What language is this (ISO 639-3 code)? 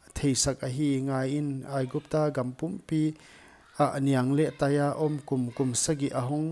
pck